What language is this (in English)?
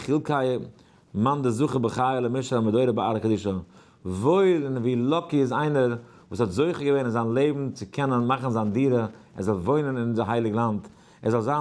Yiddish